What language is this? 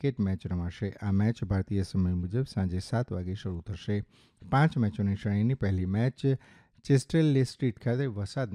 Gujarati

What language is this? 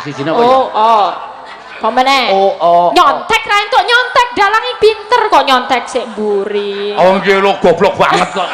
Javanese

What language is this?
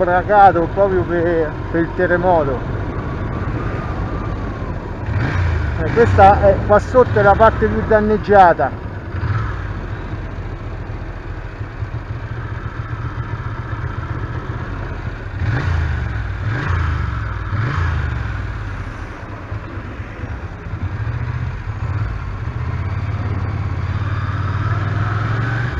Italian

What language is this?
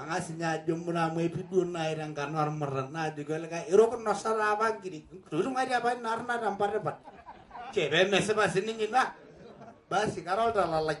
Masai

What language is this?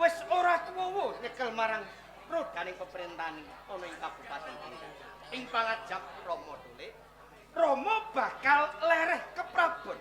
Javanese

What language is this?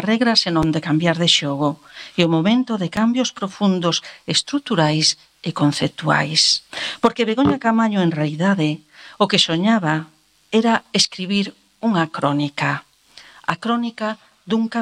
Galician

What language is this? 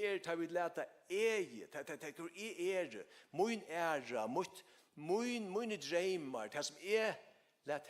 Faroese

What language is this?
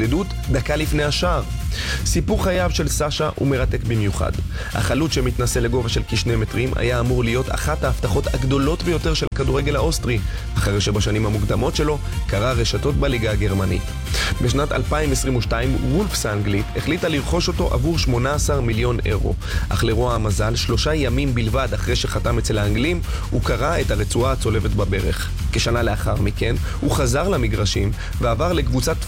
Hebrew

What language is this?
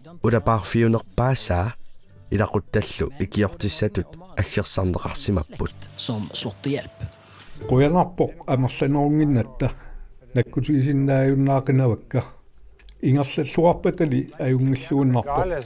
Kalaallisut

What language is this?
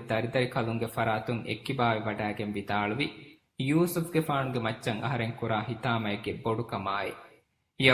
Divehi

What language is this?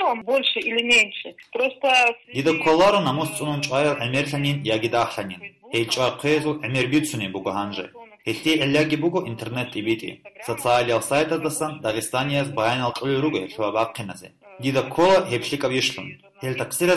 Avaric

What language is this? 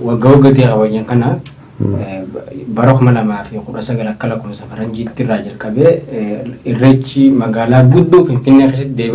Oromo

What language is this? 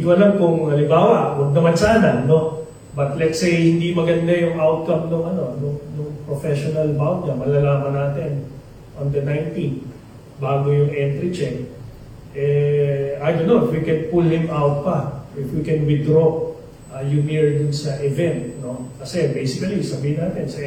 Filipino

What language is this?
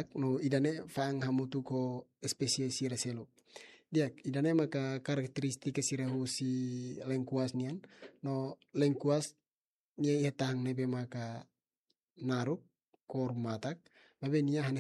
Tetum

